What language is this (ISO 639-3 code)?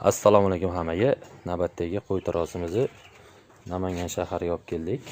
uzb